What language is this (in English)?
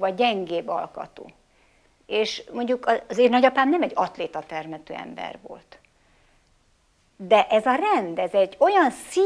Hungarian